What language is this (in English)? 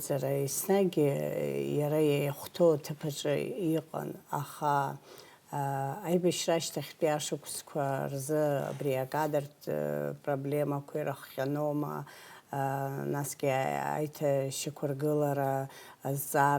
Abkhazian